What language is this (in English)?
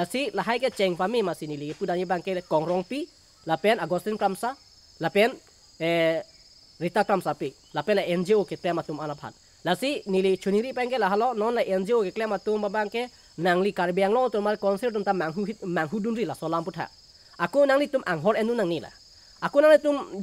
Karbi